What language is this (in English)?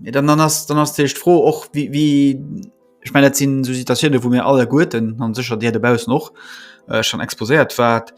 Luxembourgish